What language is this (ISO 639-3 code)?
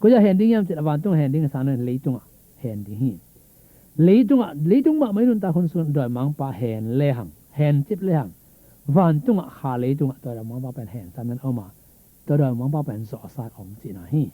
ctd